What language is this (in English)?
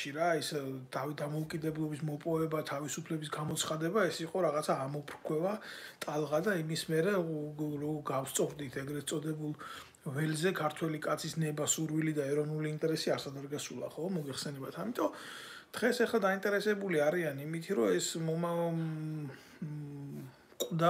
Georgian